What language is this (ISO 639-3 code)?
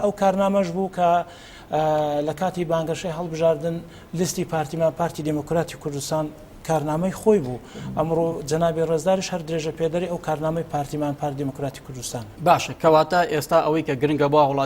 ckb